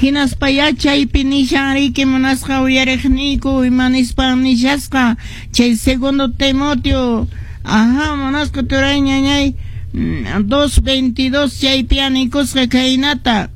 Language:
Quechua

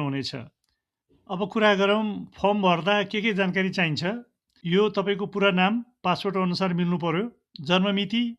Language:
Nepali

